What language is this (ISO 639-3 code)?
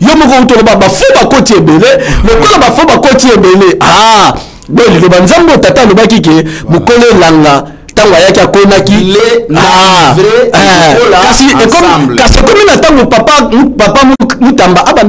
lin